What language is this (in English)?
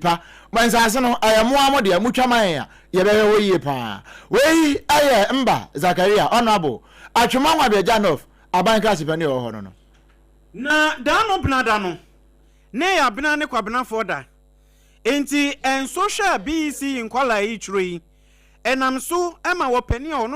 Akan